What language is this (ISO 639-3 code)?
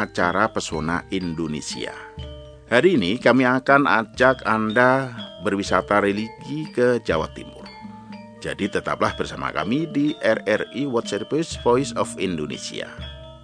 ind